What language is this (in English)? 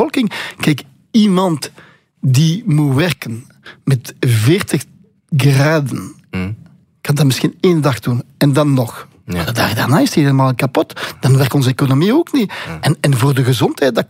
Dutch